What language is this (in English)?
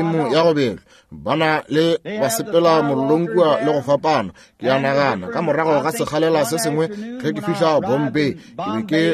Northern Sotho